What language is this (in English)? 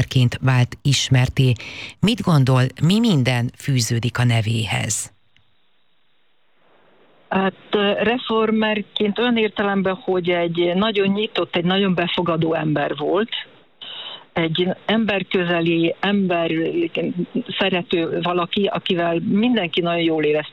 Hungarian